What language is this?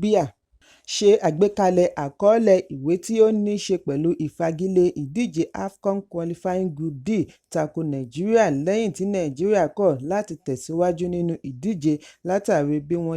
Yoruba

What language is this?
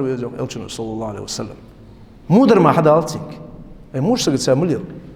Ingush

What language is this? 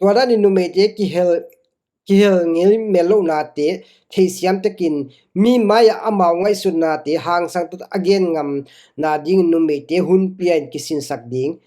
Tedim Chin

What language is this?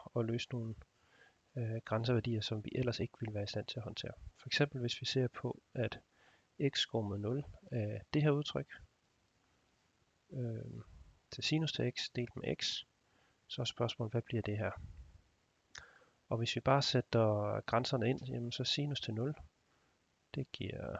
Danish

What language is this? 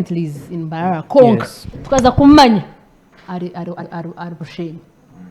Nyankole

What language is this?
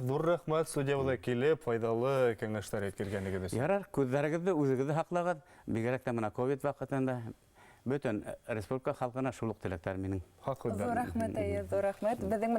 Bashkir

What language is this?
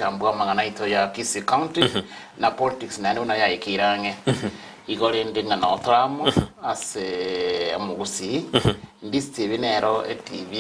Gusii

